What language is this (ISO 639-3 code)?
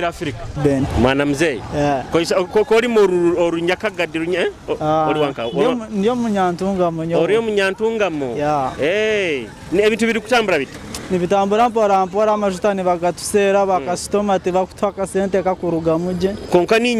nyo